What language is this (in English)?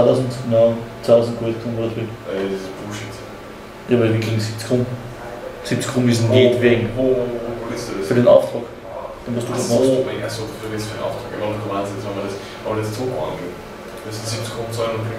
German